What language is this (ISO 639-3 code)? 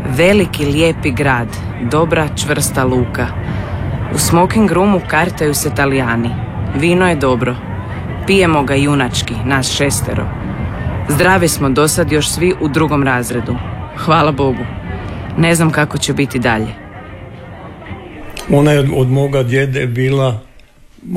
hrv